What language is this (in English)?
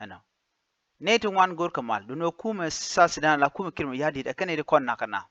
Nuer